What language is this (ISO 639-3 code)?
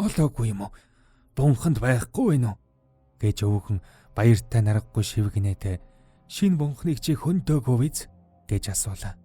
mon